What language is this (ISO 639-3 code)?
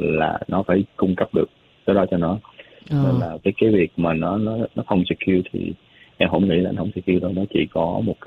vie